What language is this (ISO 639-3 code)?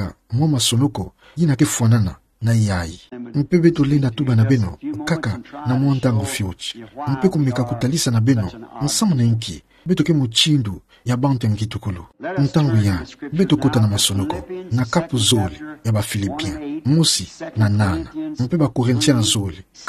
ktu